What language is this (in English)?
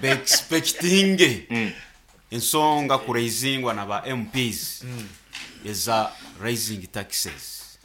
Nyankole